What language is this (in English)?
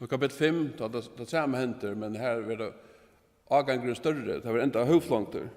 Faroese